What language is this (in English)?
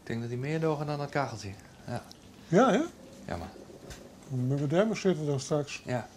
Western Frisian